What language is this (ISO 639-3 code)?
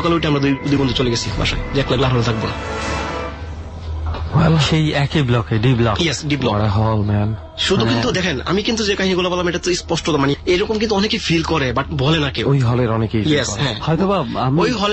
ben